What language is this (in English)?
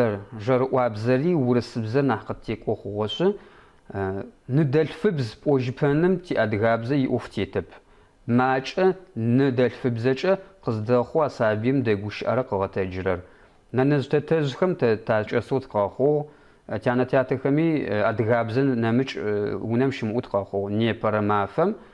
Adyghe